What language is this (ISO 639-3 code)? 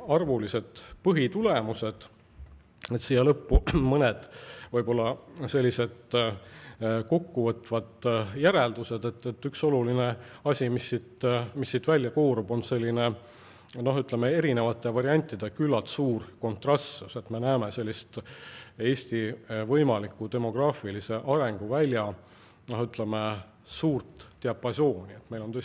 est